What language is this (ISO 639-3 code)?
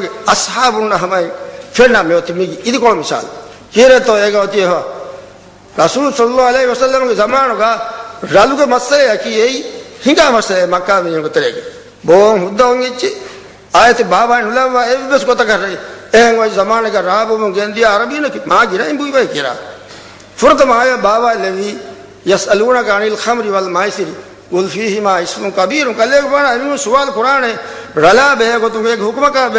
div